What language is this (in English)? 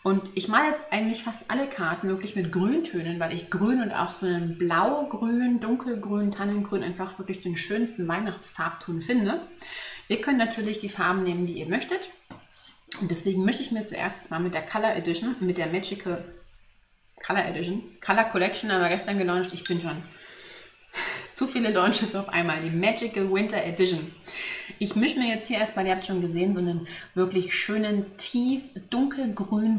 German